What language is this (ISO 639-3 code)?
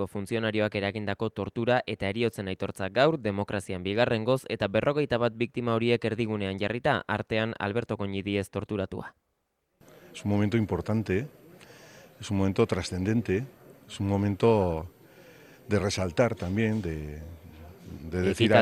eus